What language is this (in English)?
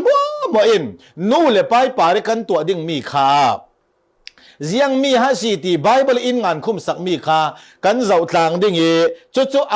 Falam Chin